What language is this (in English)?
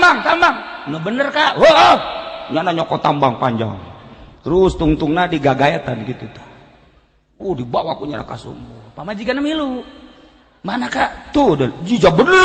Sundanese